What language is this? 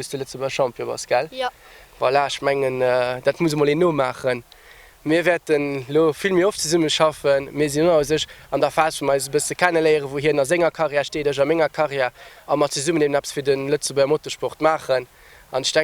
Luxembourgish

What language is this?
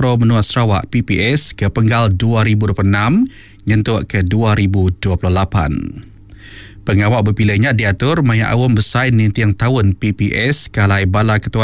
Iban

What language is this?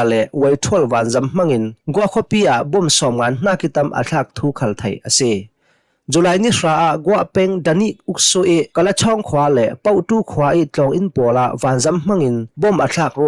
Hakha Chin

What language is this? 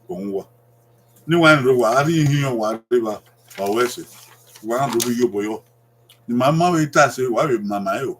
Bini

